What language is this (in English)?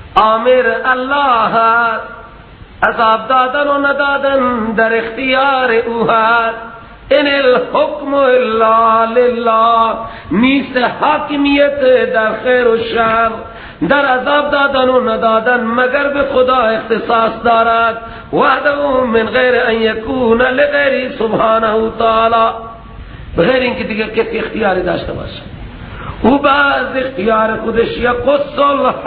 Persian